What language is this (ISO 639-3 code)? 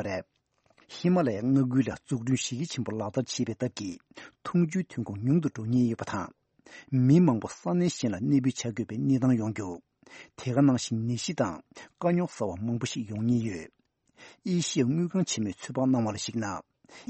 bod